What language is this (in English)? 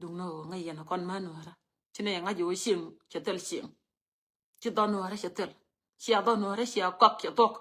Nuer